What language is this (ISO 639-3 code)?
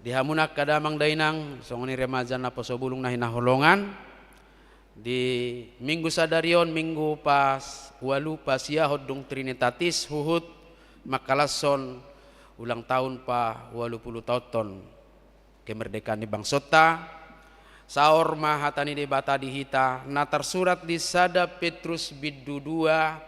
bbc